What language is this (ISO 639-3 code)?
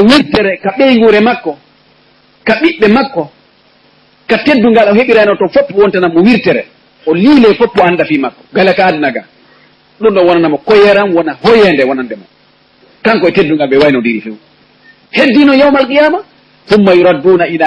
ful